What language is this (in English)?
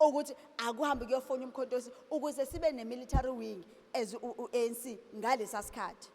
Zulu